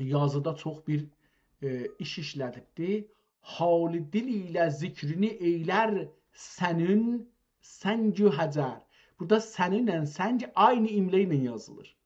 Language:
South Azerbaijani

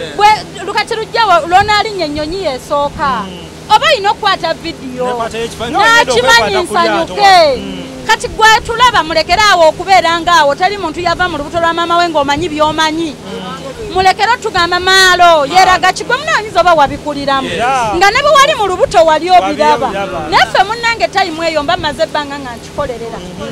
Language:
Ganda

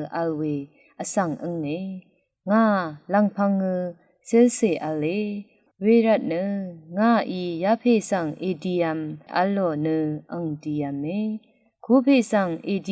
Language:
Rawang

